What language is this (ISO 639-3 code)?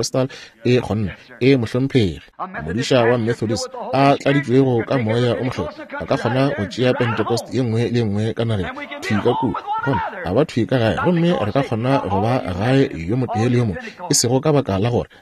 nso